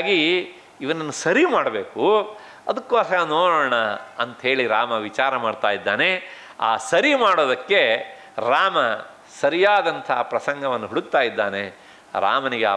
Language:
Kannada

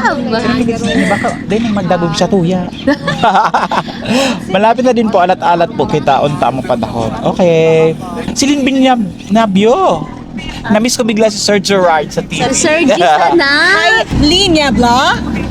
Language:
Bikol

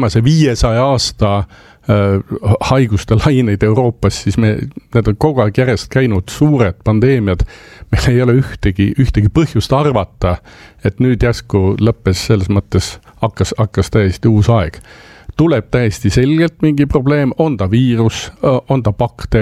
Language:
Estonian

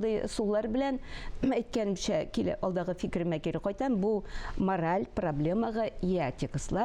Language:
Tatar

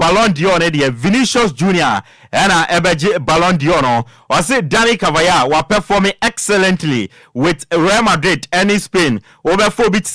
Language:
Akan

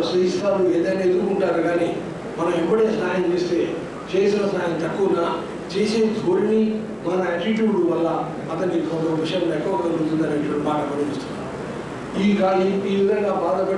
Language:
Telugu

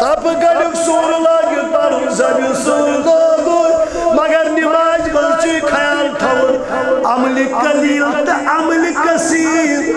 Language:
Kashmiri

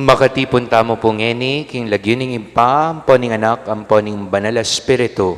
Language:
Pampanga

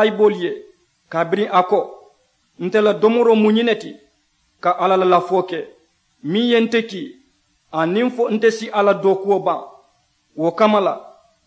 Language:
Mandingo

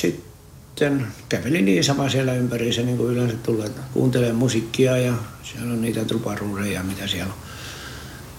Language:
Finnish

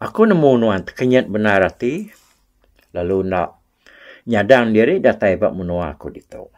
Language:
Iban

